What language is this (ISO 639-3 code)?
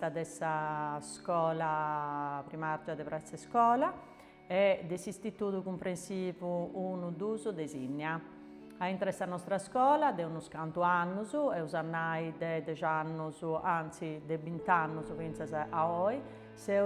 srd